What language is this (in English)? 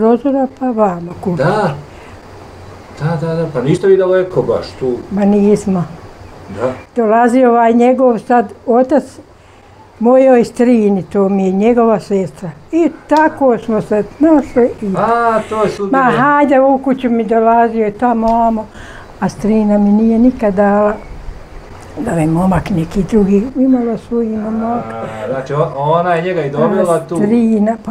Bosnian